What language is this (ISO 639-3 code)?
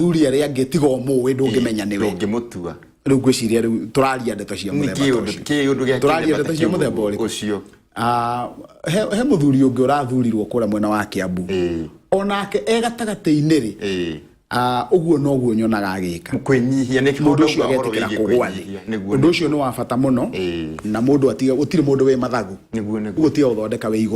kik